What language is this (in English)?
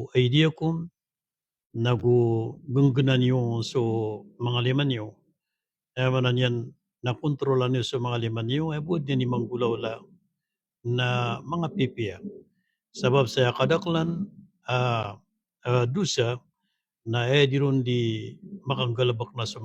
Maranao